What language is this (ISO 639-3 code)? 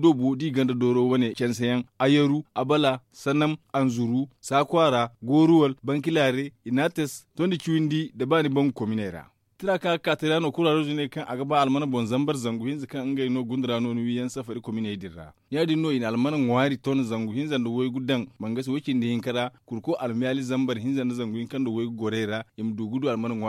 dje